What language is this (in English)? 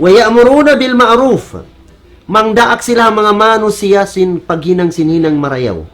Tausug